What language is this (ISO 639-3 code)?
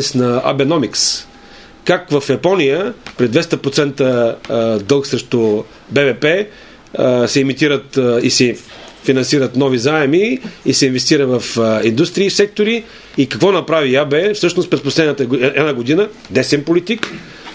bul